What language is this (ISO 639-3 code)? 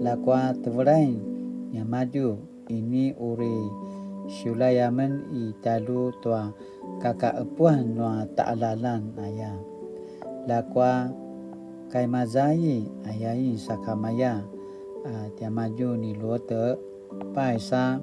pwn